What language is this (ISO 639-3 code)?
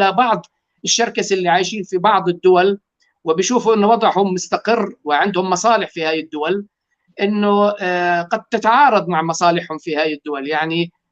apc